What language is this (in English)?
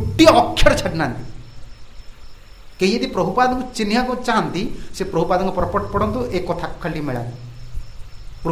Odia